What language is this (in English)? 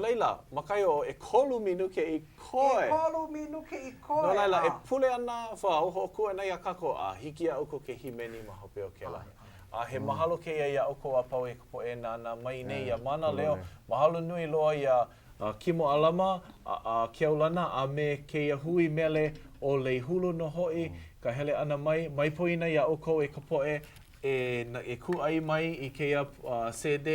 Hawaiian